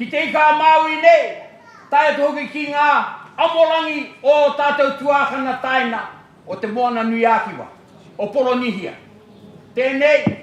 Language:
Māori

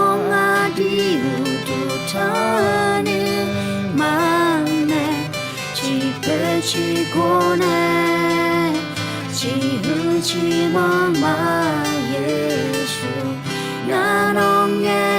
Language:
Akha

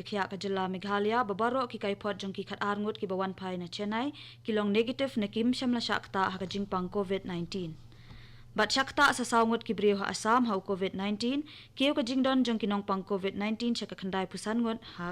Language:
Khasi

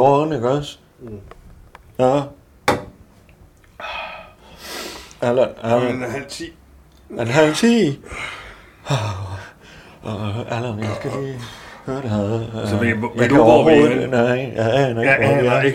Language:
Danish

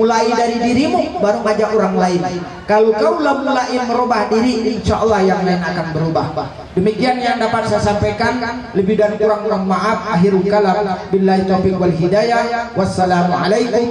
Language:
Musi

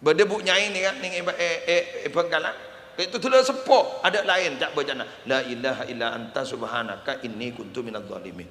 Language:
Madurese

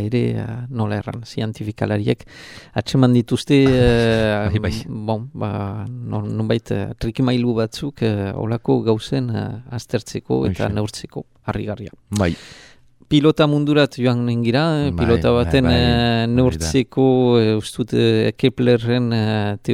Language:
Basque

